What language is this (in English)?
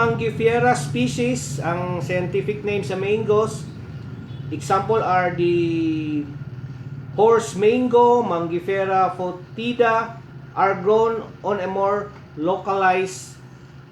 Cebuano